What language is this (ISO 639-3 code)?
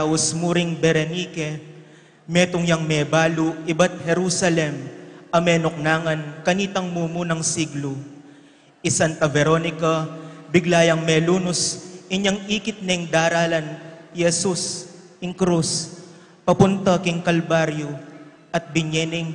pam